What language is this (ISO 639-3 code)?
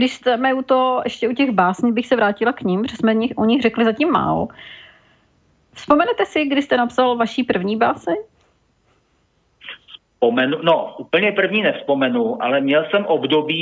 ces